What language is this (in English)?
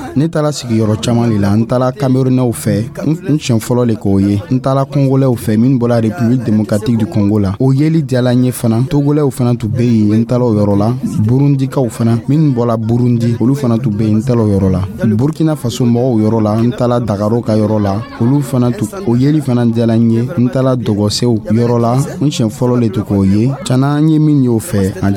Dyula